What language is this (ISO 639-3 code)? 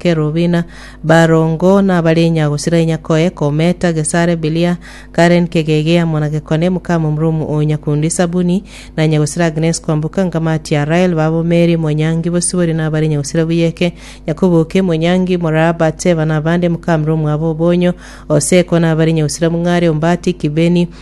guz